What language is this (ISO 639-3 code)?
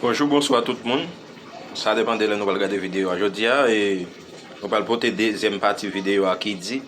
hat